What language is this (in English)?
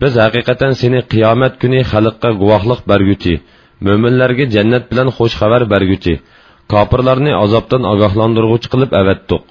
Uyghur